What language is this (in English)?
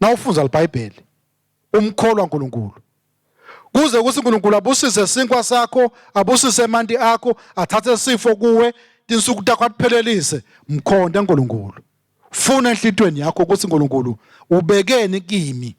Swati